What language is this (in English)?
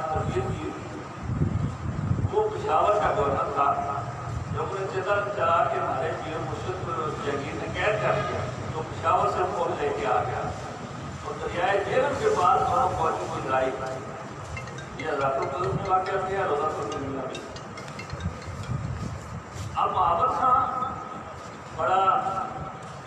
Urdu